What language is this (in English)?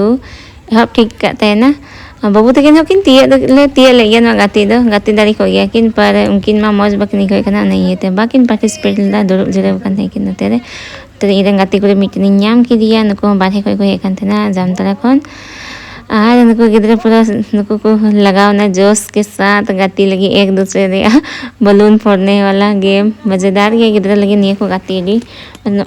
Santali